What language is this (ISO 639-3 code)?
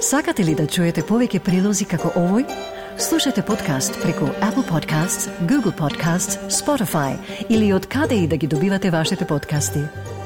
mkd